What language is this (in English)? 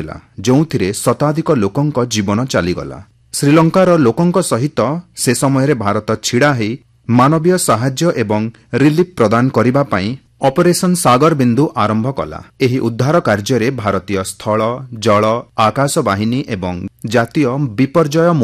Odia